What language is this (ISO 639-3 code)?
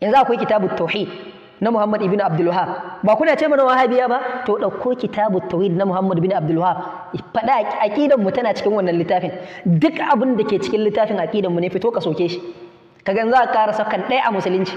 hau